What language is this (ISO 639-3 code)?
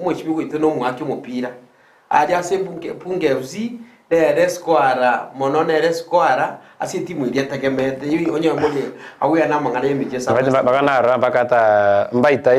guz